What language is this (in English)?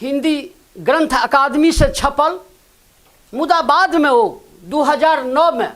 Maithili